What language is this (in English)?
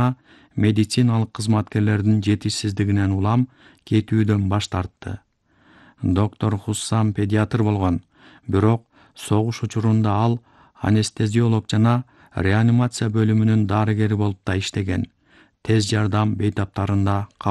Kyrgyz